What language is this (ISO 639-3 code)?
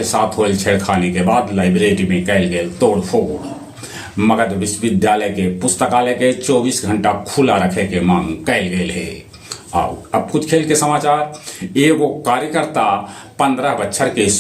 mag